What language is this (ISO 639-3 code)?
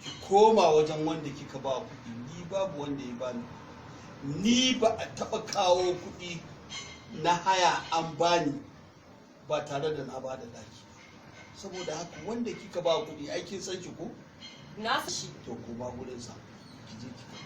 hau